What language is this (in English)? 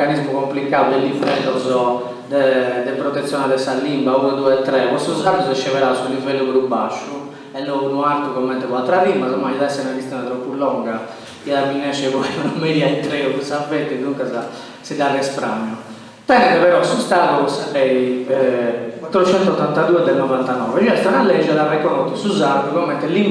Sardinian